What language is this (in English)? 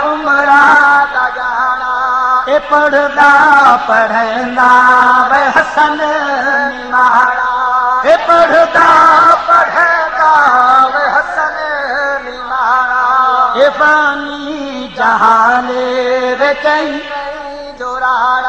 Saraiki